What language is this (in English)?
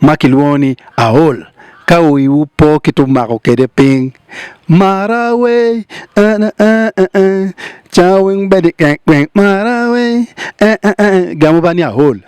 Acoli